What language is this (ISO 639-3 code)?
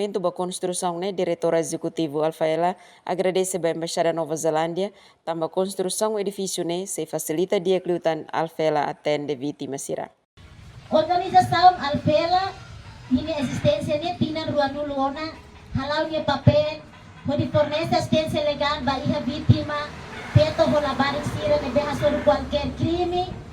tet